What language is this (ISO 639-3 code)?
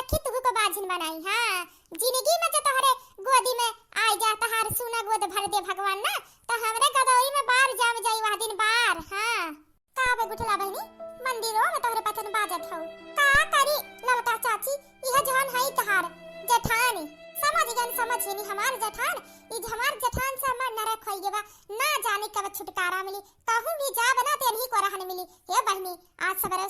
awa